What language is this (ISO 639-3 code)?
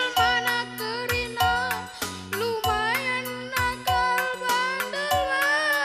btx